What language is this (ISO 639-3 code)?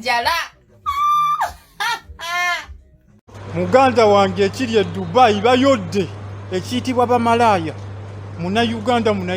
lug